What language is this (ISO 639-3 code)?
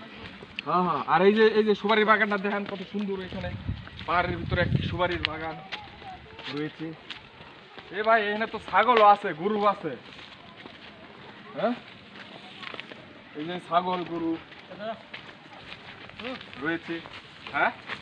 ben